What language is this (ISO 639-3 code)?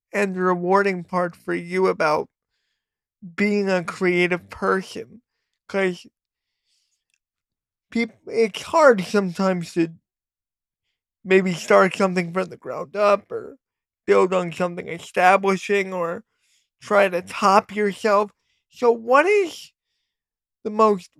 eng